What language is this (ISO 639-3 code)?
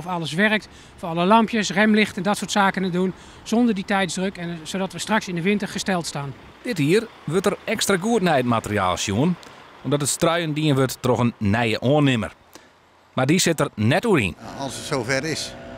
fry